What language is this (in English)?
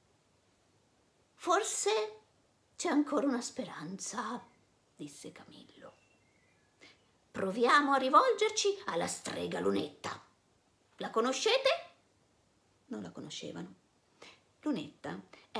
Italian